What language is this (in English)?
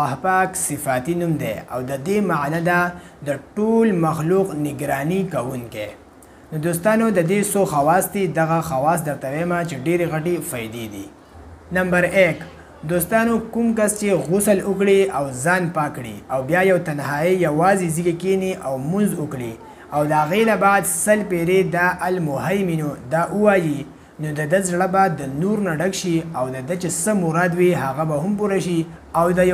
Pashto